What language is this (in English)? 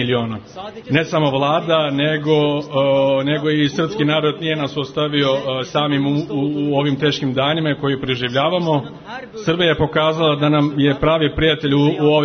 Serbian